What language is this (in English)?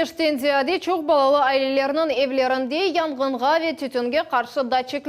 Crimean Tatar